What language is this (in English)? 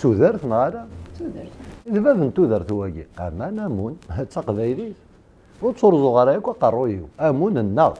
Kabyle